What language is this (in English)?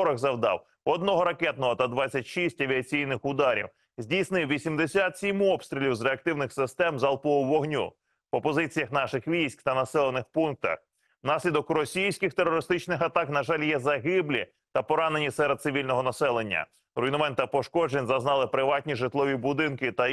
Ukrainian